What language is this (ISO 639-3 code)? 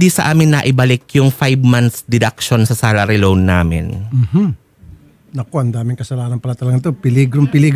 fil